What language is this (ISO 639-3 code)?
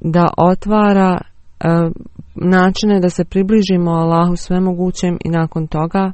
bos